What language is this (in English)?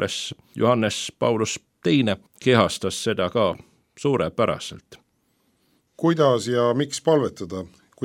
Estonian